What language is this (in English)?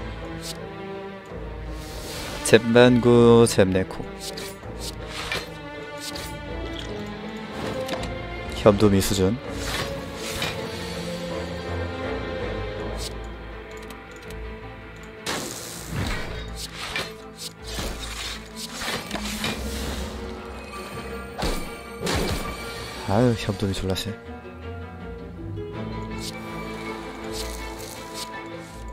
Korean